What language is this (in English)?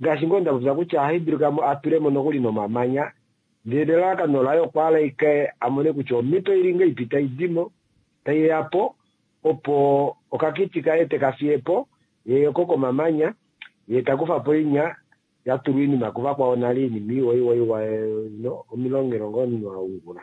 Kuanyama